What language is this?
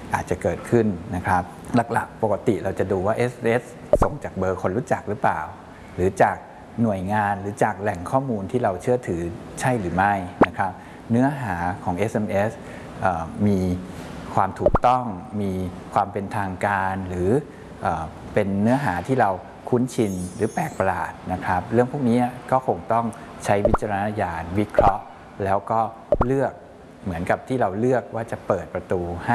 Thai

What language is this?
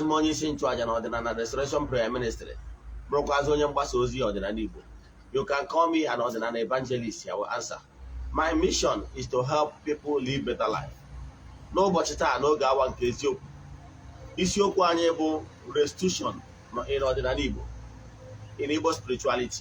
Igbo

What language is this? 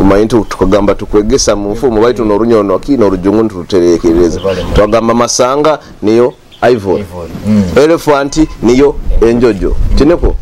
Nyoro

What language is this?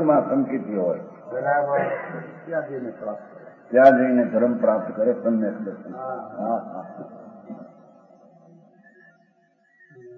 Gujarati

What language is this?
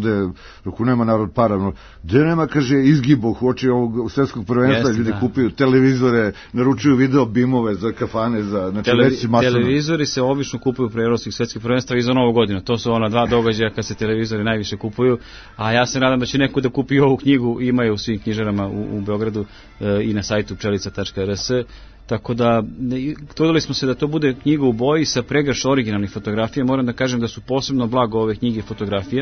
Serbian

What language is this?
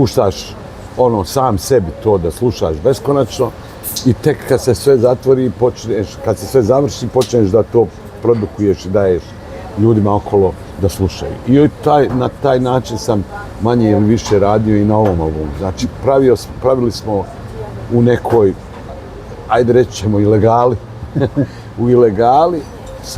Bosnian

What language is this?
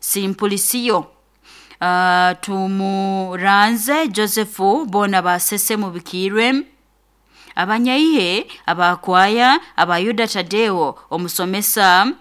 Nyoro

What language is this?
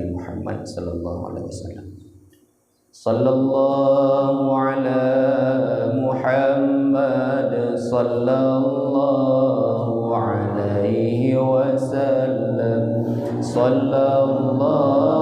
Achinese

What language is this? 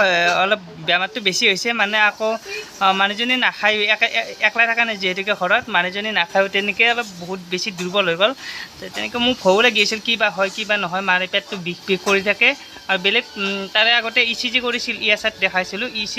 Assamese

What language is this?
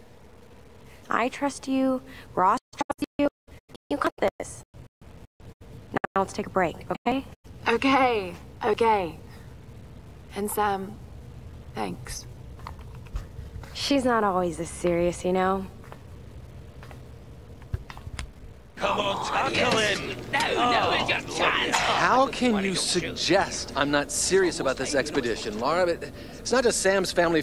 English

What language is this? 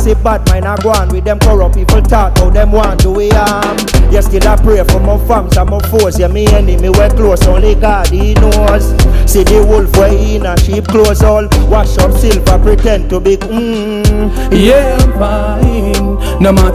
Jamaican Creole English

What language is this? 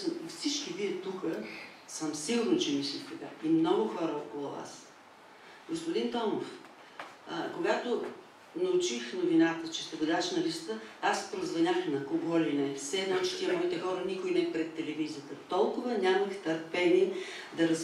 Bulgarian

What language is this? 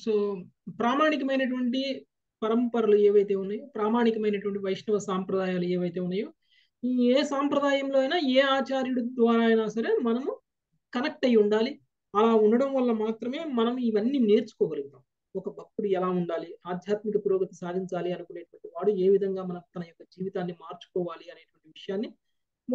Telugu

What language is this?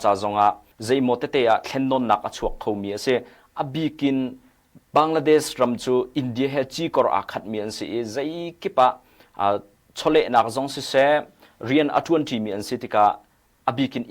Hakha Chin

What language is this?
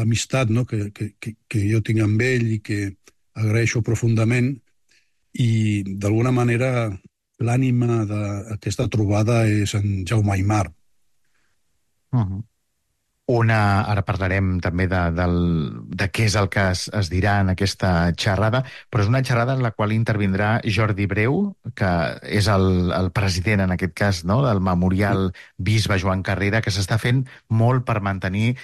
Catalan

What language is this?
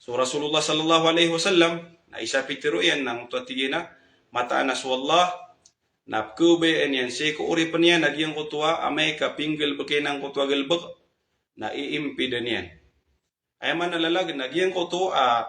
Maranao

